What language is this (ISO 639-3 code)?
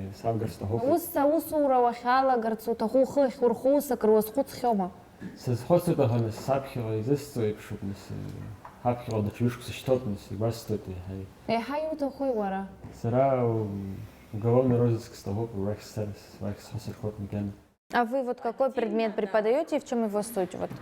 abk